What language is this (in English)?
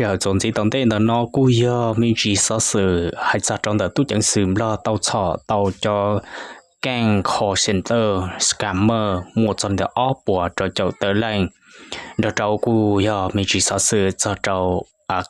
Hmong